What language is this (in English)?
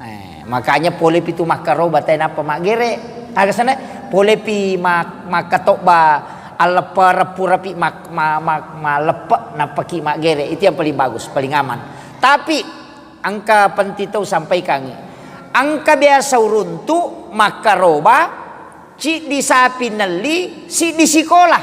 Buginese